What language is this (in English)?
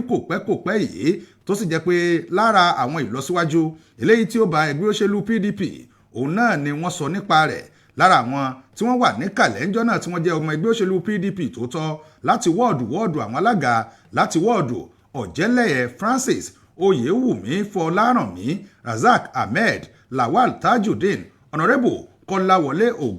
Yoruba